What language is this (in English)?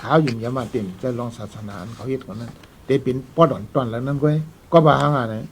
Shan